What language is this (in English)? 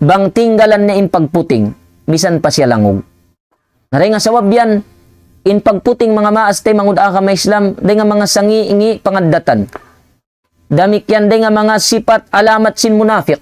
Tausug